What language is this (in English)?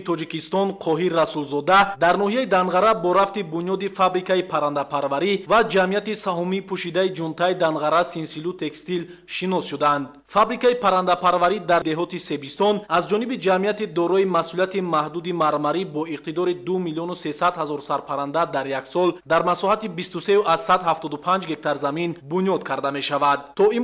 Tajik